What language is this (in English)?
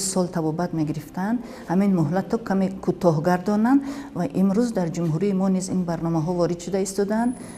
Tajik